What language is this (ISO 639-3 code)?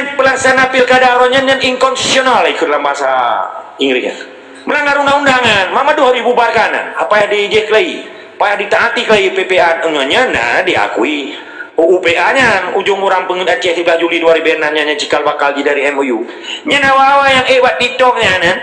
ace